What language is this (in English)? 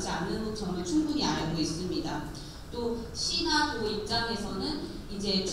Korean